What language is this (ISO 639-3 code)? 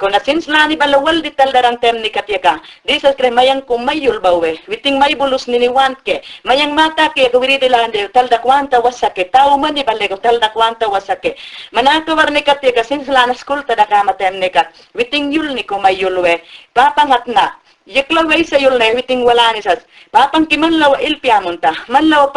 yan